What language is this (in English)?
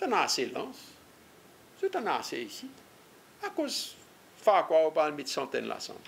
Seselwa Creole French